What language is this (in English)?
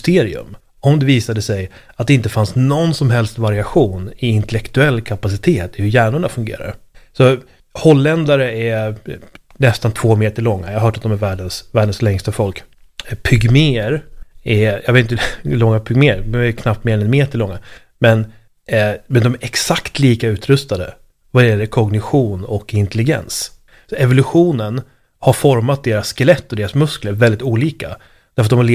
Swedish